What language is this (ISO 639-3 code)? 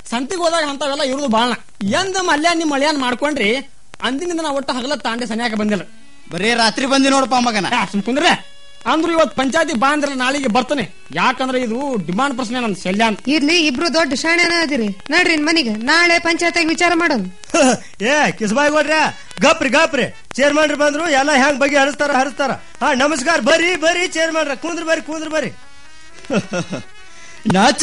kan